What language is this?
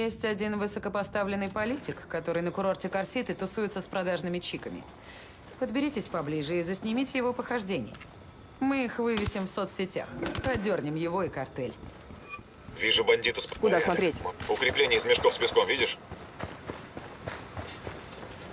Russian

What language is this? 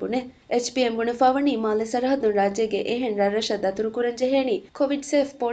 Divehi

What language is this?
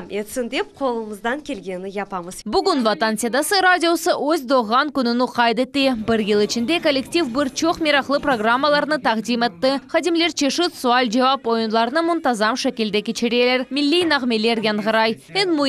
Crimean Tatar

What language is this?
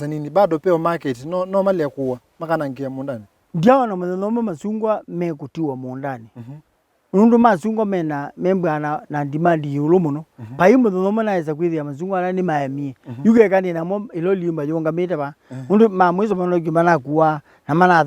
Kamba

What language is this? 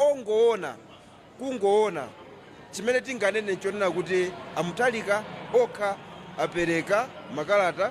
Nyanja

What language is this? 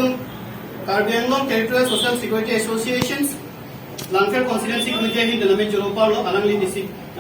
Karbi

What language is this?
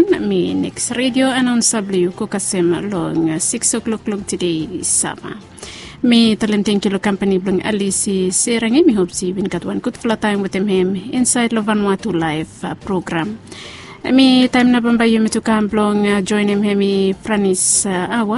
Bislama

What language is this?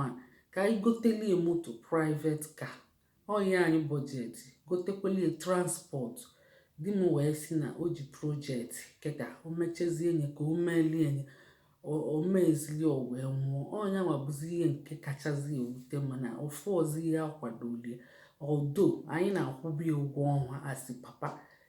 Igbo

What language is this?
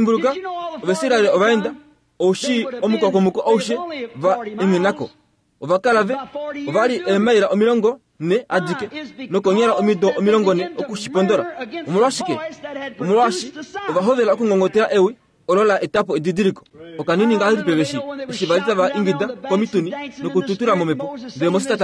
Kuanyama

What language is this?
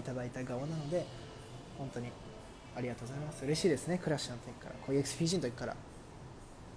Japanese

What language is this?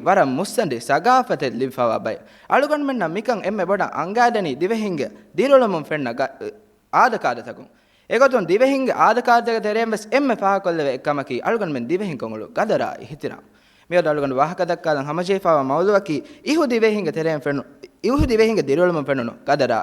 Divehi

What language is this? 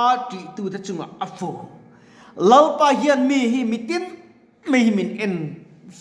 Mizo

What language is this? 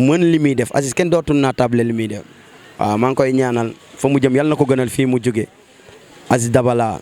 Wolof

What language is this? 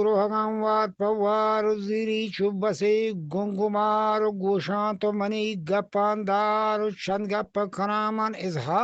Eastern Balochi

